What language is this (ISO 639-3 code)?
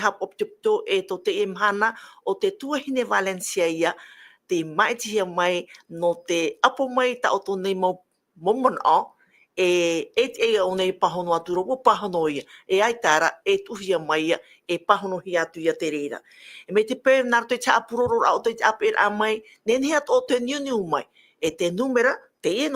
tah